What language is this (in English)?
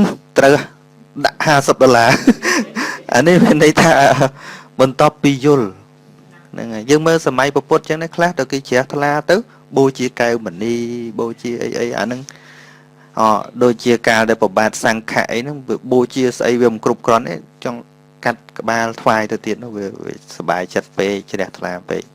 Khmer